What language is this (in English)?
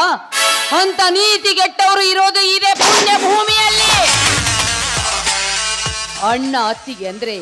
Kannada